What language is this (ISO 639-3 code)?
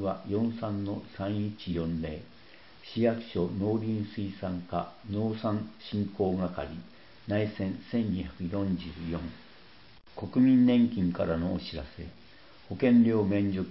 jpn